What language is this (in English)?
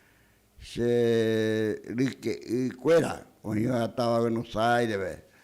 Guarani